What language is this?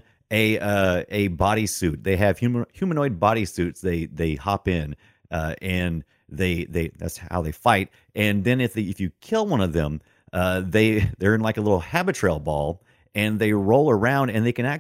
English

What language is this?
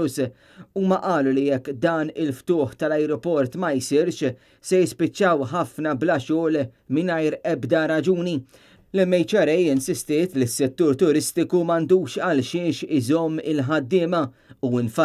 Maltese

